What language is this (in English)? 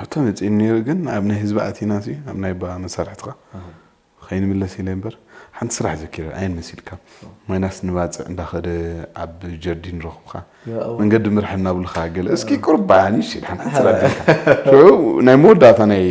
Tigrinya